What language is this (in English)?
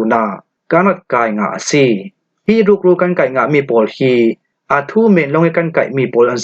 Falam Chin